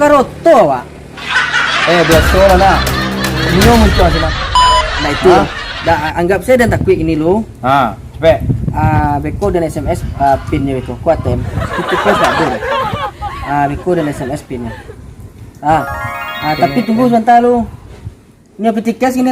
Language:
Minangkabau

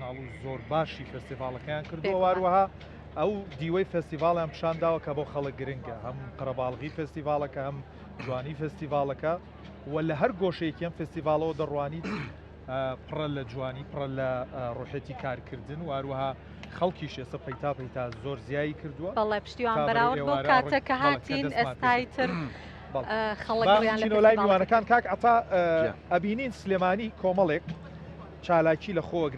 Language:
Central Kurdish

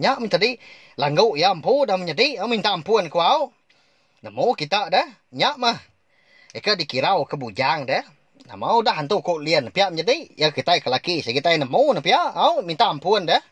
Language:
Iban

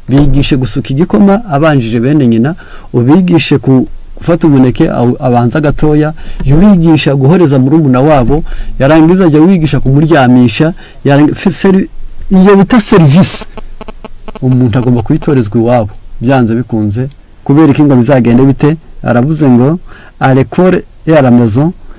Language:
Kinyarwanda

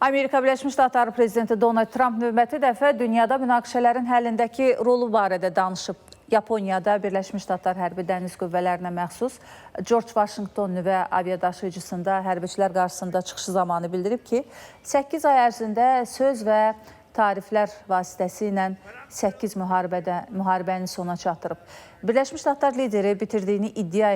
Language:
Azerbaijani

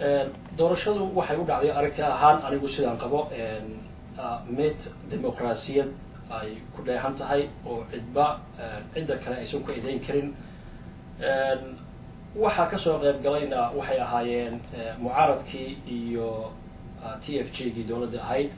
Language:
Somali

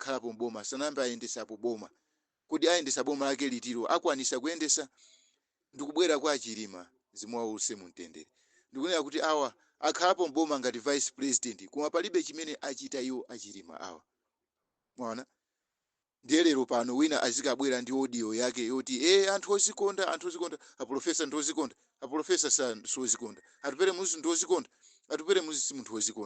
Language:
Nyanja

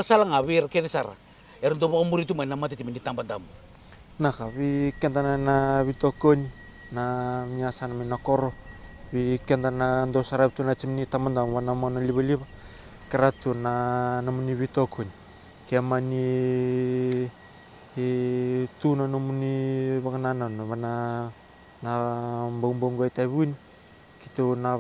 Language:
Fijian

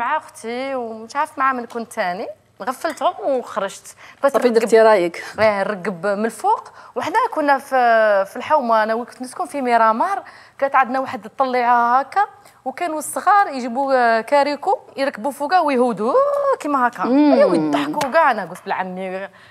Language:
Algerian Arabic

